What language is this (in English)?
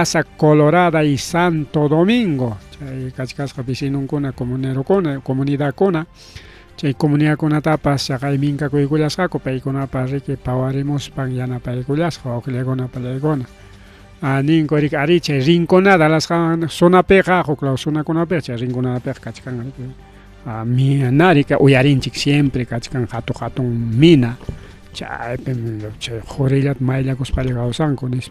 Ayacucho Quechua